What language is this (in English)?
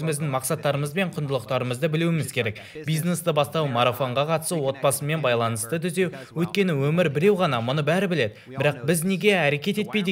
Kazakh